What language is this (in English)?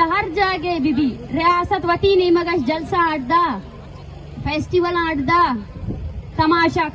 Eastern Balochi